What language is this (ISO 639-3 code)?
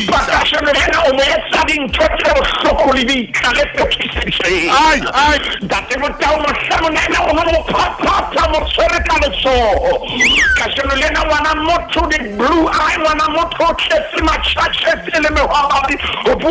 sot